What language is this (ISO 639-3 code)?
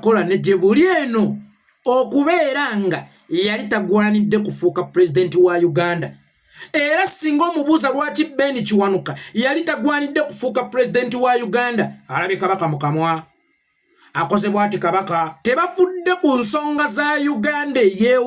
lug